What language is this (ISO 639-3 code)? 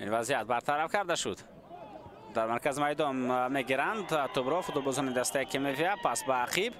tgk